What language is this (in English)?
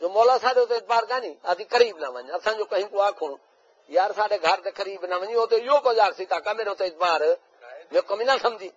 Saraiki